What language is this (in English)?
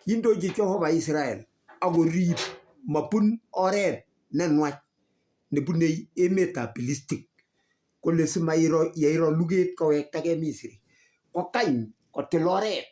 Kalenjin